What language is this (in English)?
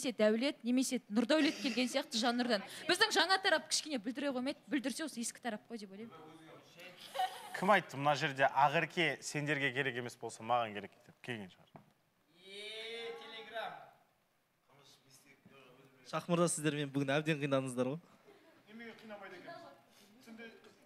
Kazakh